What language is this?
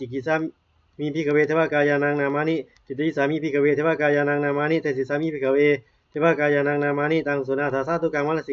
Pali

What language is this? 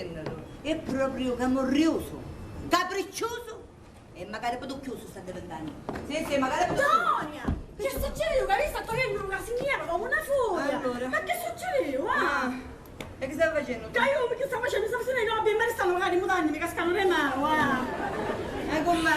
Sicilian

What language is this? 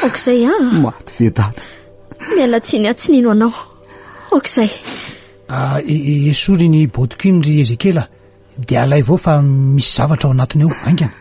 Malagasy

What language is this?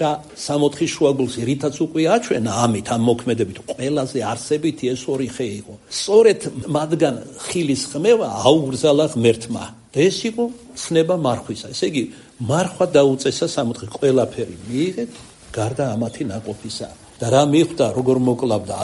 Georgian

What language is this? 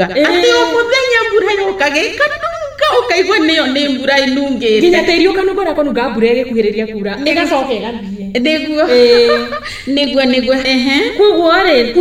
Kikuyu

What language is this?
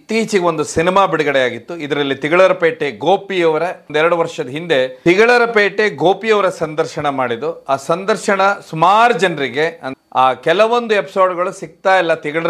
Kannada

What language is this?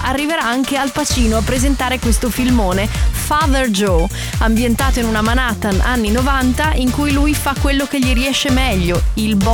Italian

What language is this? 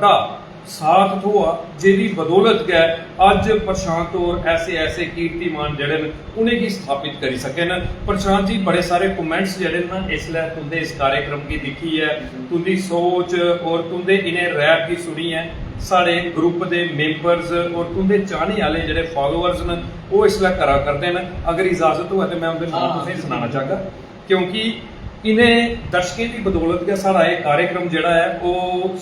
Dogri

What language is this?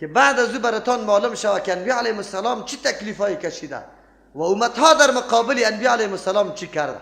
Persian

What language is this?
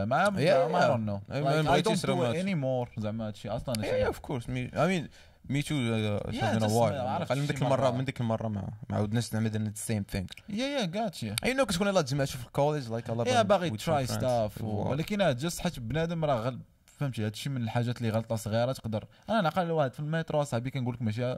Moroccan Arabic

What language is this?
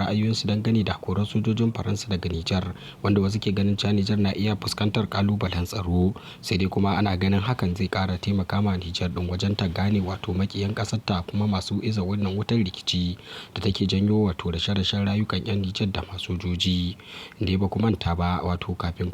Hausa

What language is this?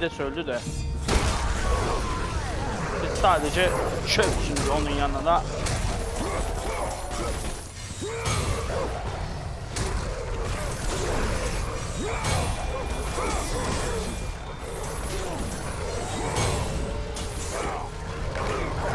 Turkish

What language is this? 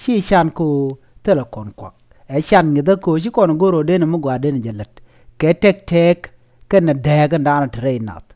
Nuer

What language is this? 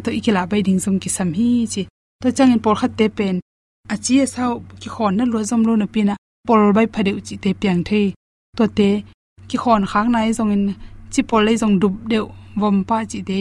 Tedim Chin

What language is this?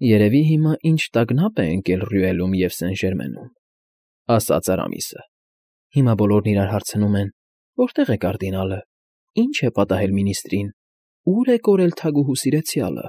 Armenian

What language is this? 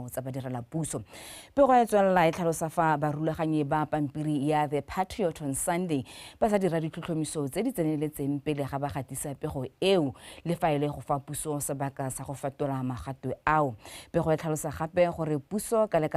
Tswana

